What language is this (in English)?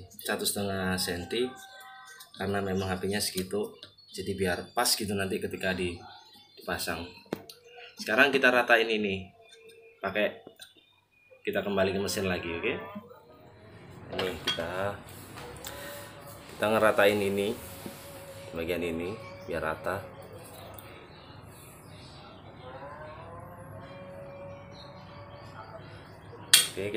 Indonesian